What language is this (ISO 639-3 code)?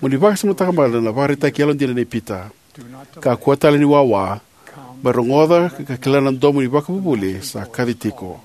fij